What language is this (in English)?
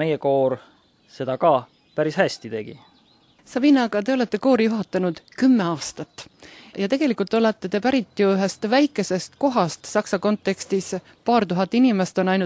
Estonian